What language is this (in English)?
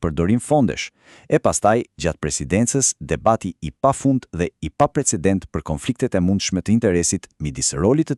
Albanian